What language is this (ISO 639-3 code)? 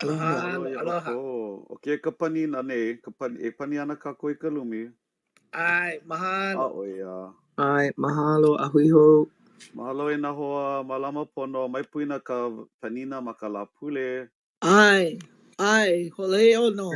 haw